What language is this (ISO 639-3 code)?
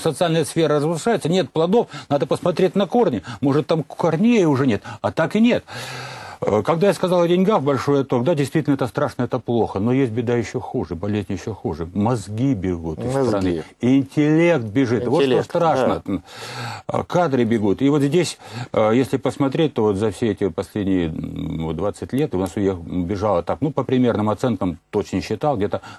rus